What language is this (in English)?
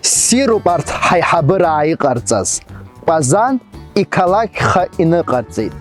Abkhazian